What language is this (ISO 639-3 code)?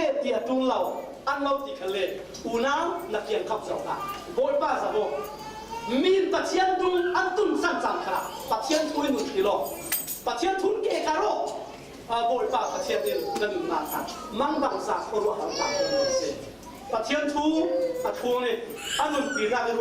cfm